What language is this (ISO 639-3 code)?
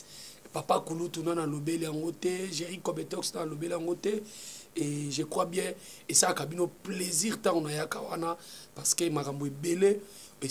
lin